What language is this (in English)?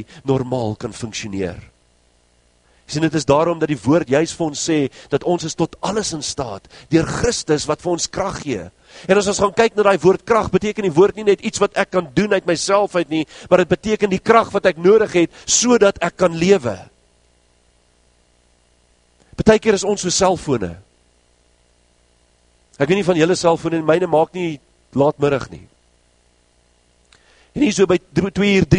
Afrikaans